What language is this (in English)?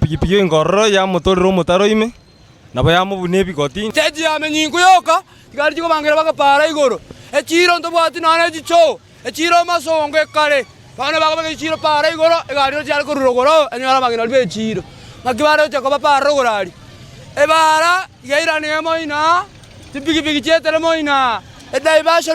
Gusii